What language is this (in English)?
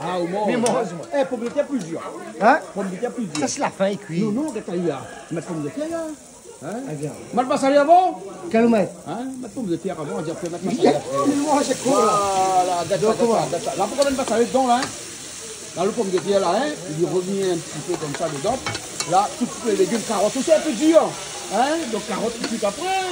Réunion Creole French